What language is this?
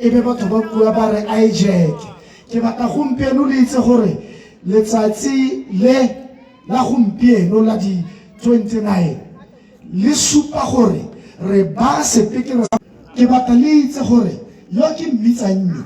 Tswana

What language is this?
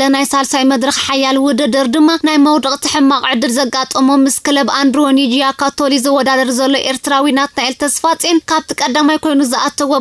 Tigrinya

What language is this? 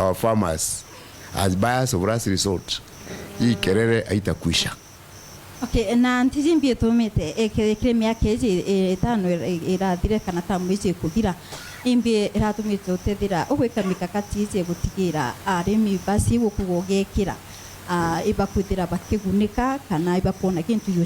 Meru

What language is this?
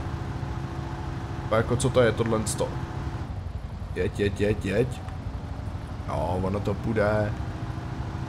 Czech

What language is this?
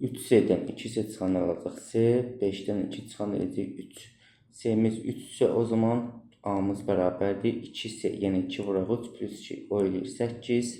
Azerbaijani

